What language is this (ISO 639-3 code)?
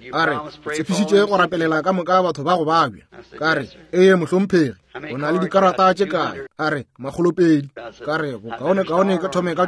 nso